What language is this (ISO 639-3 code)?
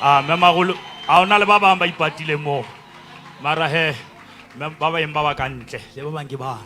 sot